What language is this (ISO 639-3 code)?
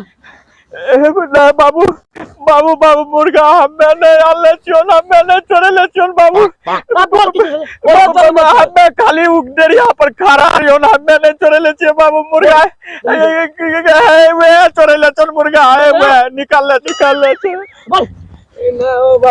anp